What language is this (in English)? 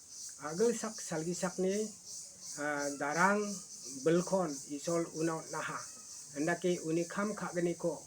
Garo